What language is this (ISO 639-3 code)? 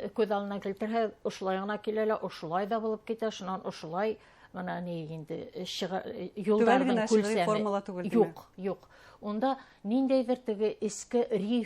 bak